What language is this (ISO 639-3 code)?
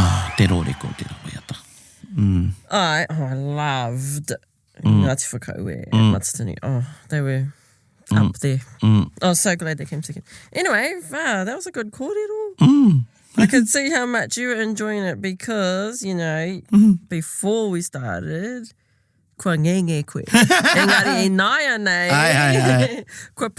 mri